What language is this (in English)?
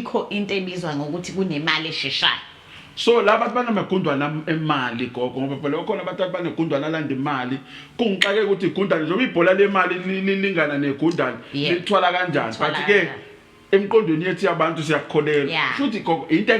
Zulu